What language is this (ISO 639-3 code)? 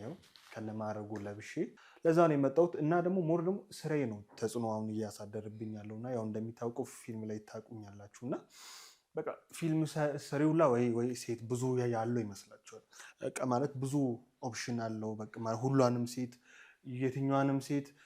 amh